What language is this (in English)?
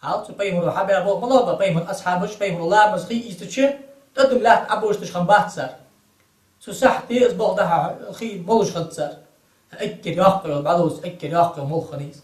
Ingush